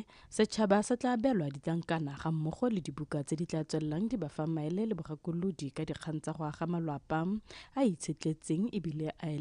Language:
Tswana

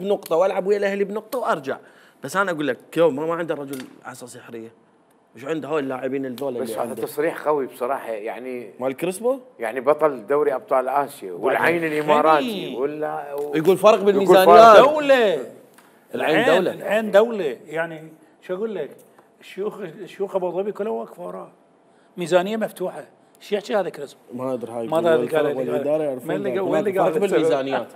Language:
Mesopotamian Arabic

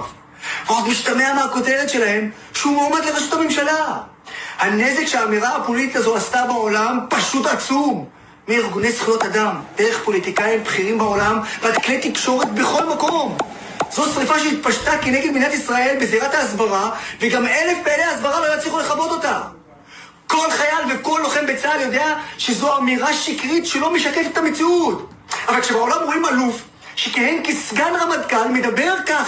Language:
Hebrew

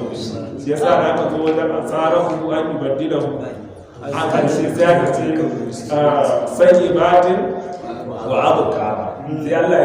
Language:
Hausa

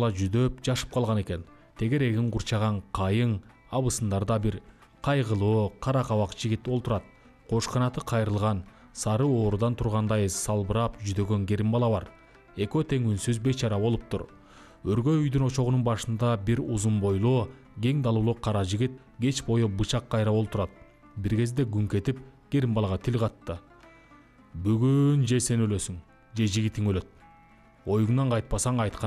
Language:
Kyrgyz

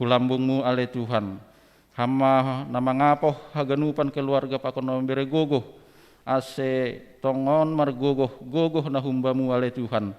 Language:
Batak Simalungun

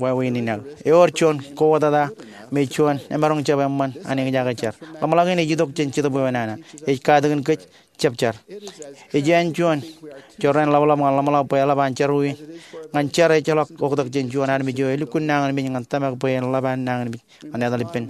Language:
Marshallese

